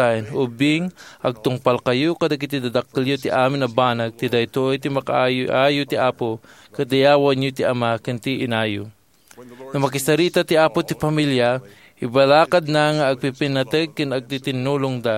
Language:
Iloko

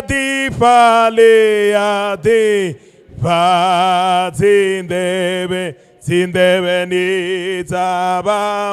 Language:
Venda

